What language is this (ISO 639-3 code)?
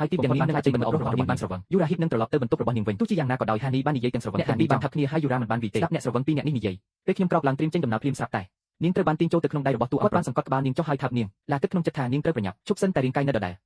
khm